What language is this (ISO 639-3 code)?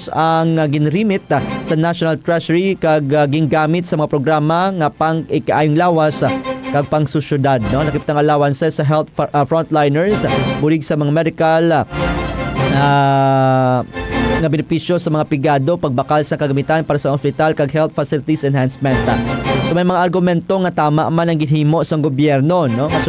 hil